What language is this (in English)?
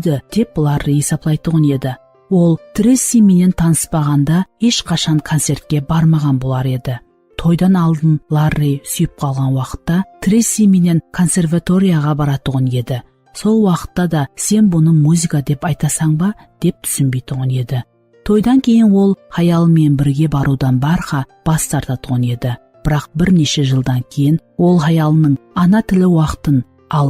Kara-Kalpak